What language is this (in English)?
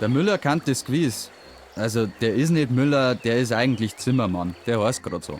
Bavarian